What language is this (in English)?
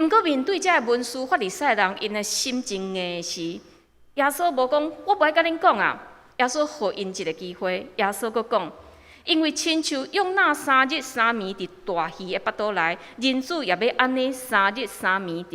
Min Nan Chinese